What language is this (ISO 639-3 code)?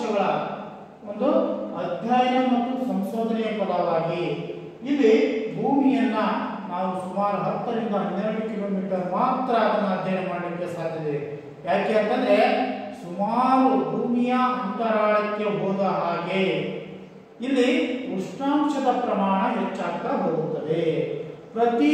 kan